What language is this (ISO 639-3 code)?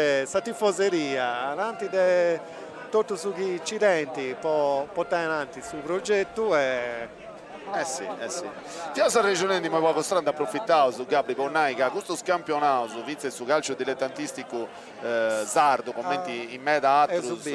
srd